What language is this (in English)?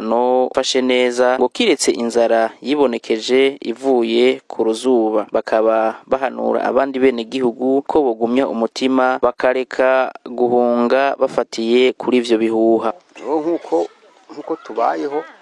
Rundi